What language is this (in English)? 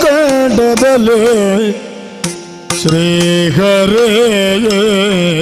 Kannada